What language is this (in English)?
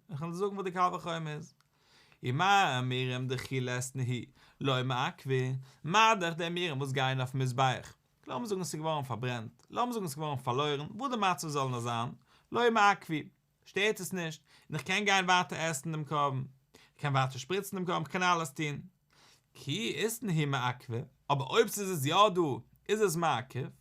Yiddish